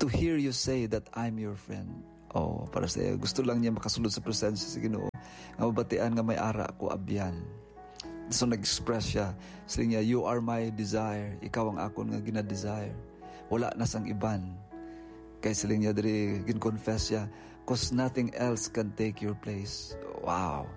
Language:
Hiligaynon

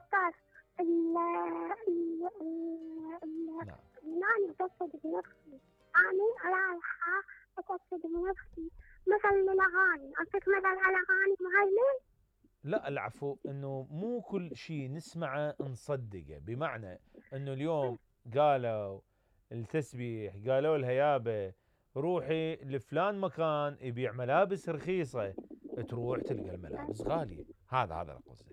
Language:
Mesopotamian Arabic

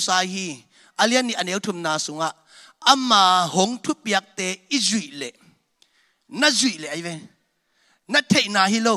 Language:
Tedim Chin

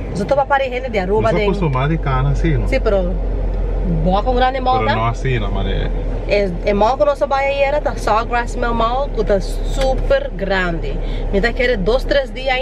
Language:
Papiamento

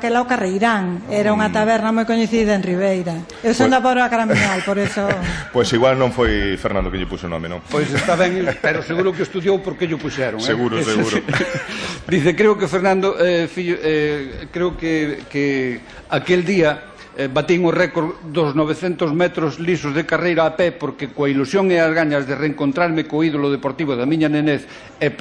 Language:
Galician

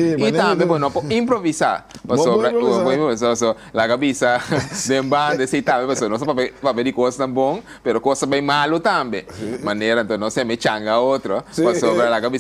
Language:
Papiamento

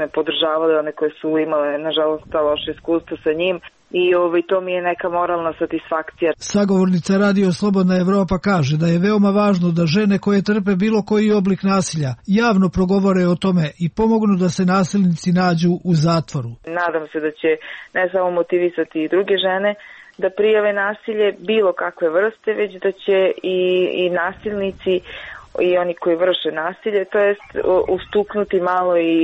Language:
Serbian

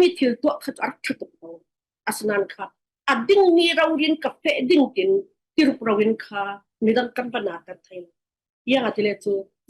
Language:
Falam Chin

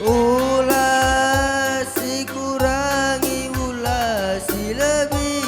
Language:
Batak Karo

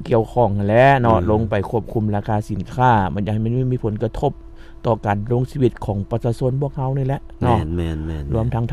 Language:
Lao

